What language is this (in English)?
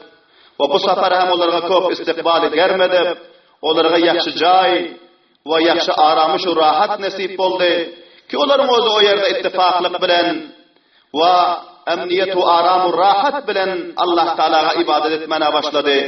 Turkmen